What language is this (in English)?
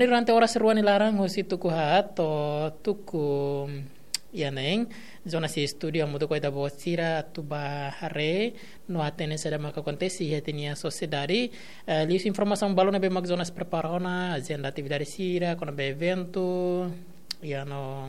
Tetum